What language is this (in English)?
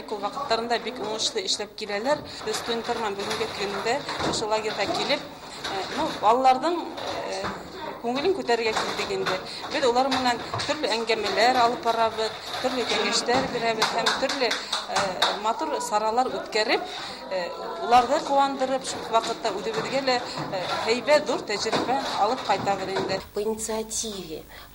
Bashkir